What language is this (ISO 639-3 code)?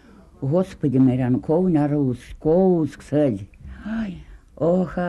myv